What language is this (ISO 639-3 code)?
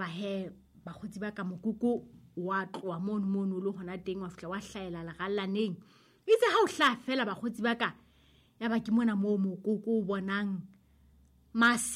sot